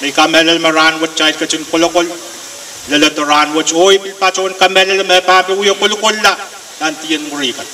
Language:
Pohnpeian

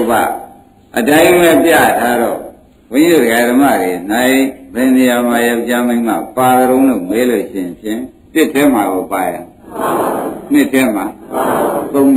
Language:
Burmese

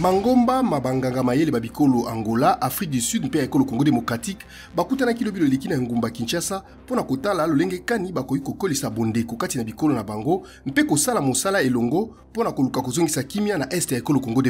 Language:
Lingala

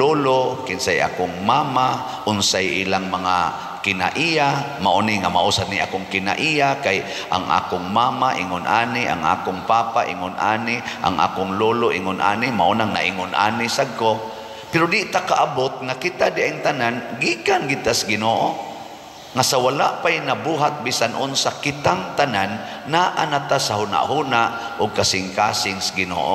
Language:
Cebuano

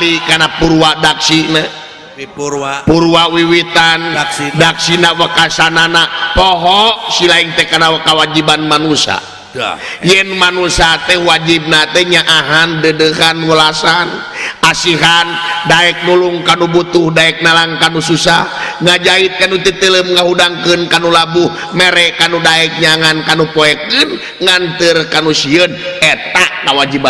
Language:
Sundanese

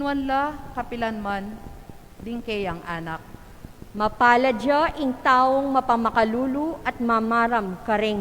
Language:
Pampanga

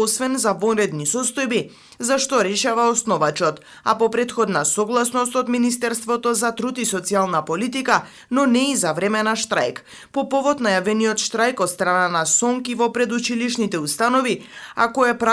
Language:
Macedonian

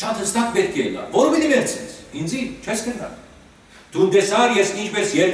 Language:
Western Armenian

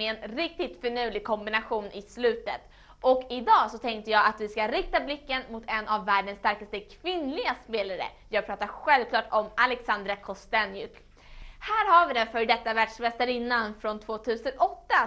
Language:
Swedish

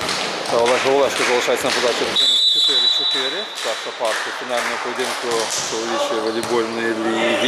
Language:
Ukrainian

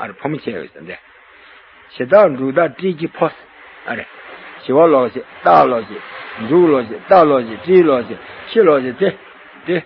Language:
Tibetan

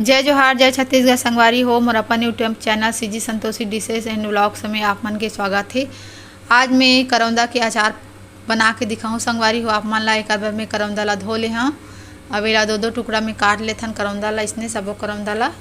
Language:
Chhattisgarhi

